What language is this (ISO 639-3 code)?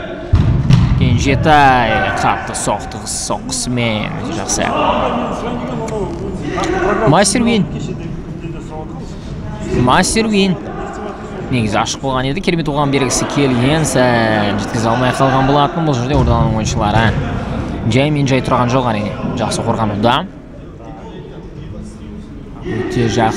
kaz